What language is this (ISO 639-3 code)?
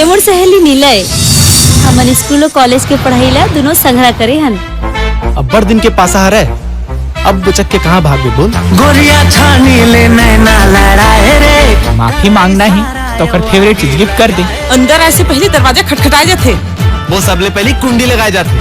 hne